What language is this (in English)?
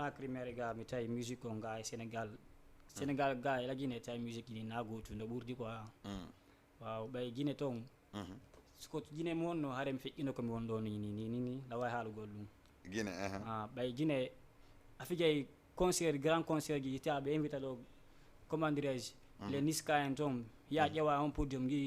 Fula